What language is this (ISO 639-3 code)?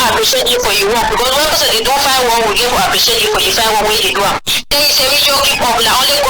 wes